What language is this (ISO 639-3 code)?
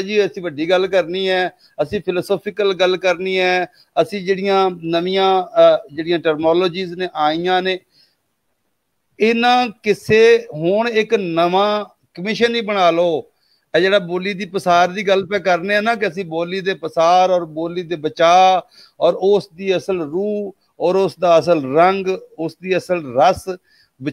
pan